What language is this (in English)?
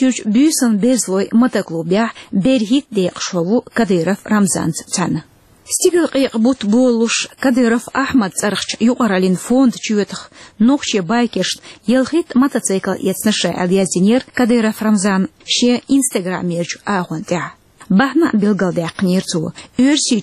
Chechen